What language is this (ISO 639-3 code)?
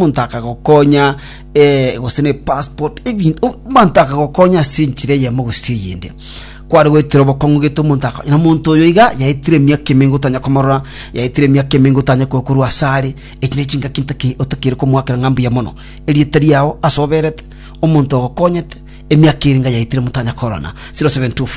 guz